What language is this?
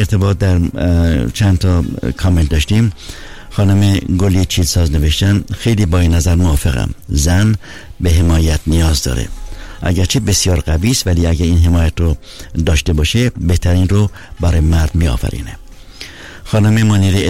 Persian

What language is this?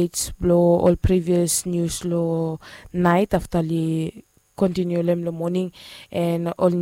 Bislama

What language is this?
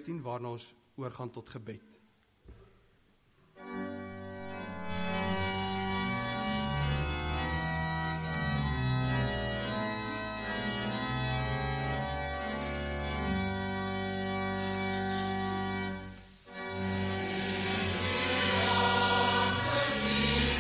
Afrikaans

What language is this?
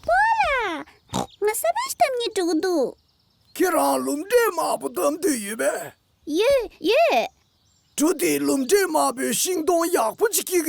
Tibetan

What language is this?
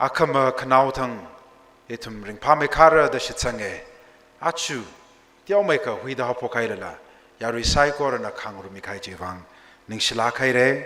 Tangkhul Naga (India)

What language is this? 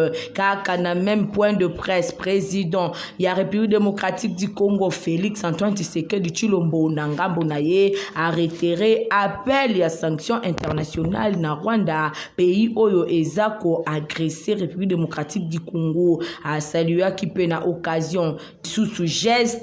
Lingala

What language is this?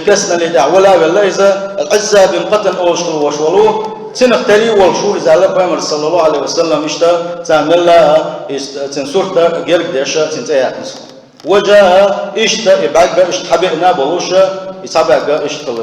Chechen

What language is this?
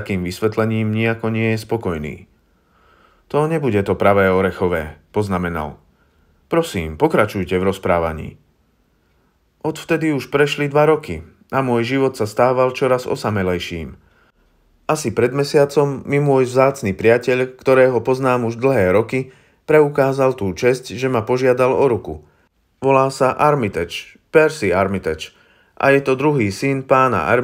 Slovak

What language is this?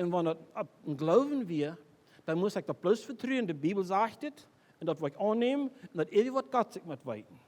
Plautdietsch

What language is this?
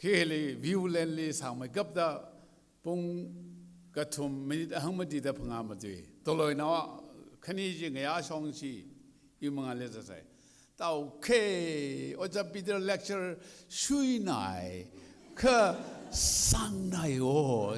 Tangkhul Naga (India)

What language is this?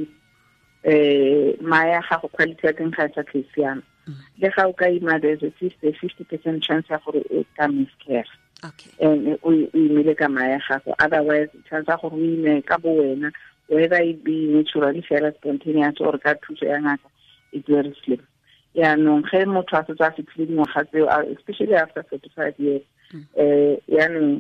Tswana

